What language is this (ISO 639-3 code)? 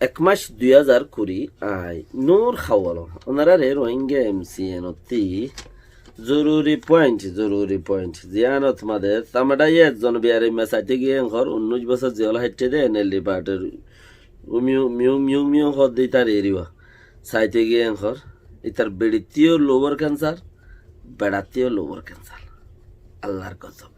rhg